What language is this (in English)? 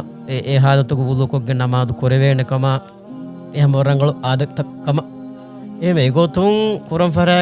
Divehi